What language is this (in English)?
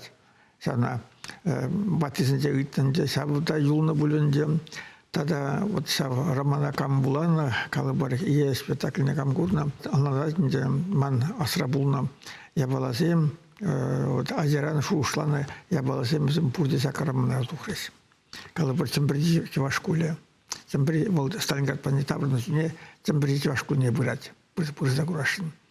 Chuvash